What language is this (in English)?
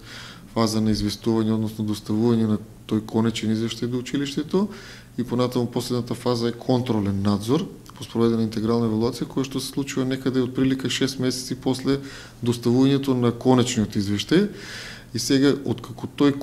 Macedonian